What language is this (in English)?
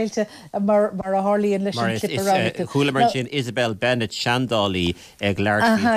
Irish